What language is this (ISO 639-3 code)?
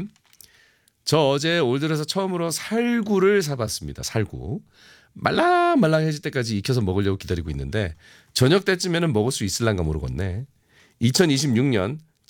kor